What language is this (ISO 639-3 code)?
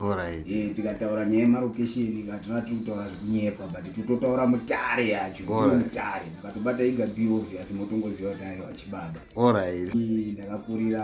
sna